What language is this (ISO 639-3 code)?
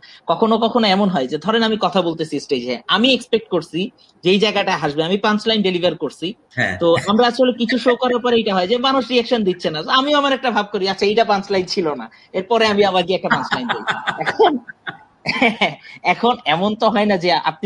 ben